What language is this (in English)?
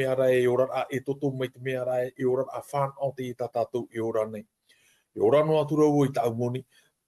Tahitian